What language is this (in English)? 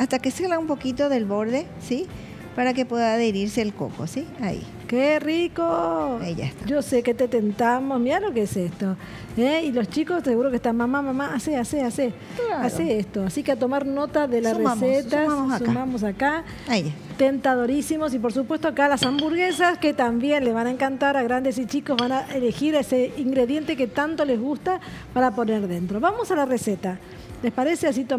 Spanish